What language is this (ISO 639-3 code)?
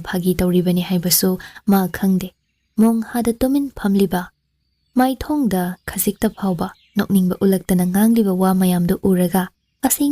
mni